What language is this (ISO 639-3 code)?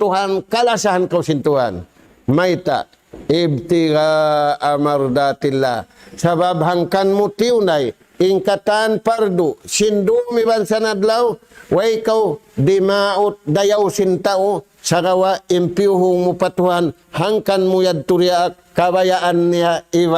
tsg